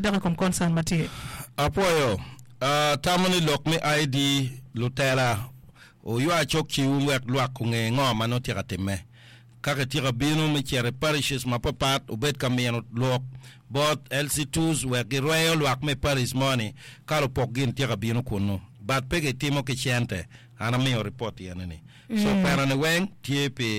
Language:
Acoli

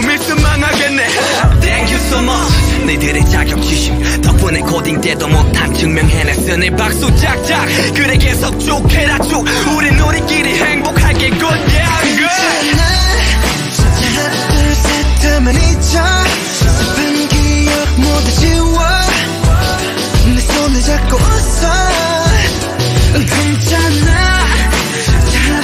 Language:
Korean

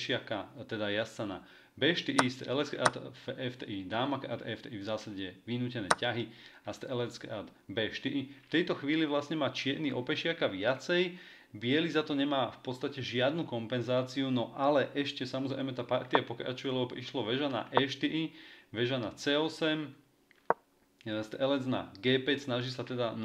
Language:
Slovak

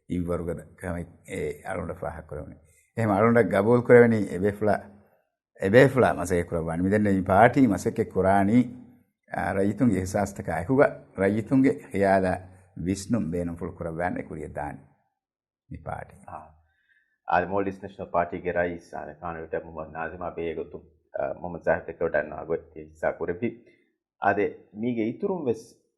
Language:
Divehi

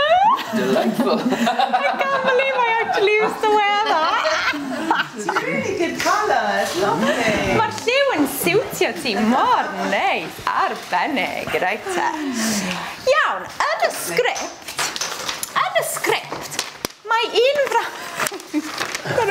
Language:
Welsh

